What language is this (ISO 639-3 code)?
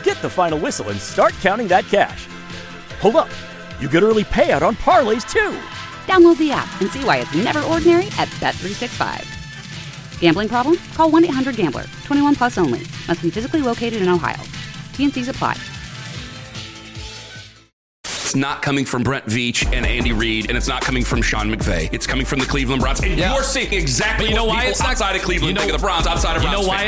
eng